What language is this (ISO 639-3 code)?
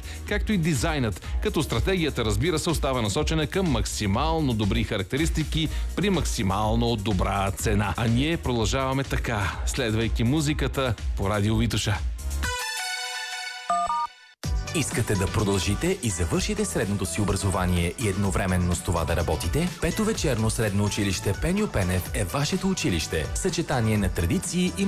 bul